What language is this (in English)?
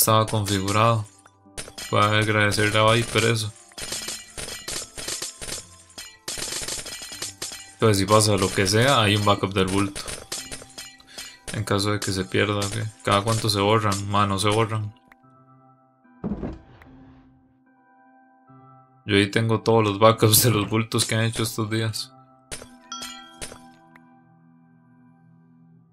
Spanish